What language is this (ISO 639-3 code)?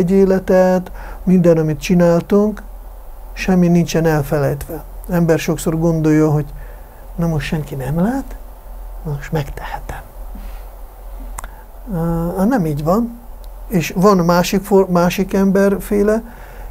hun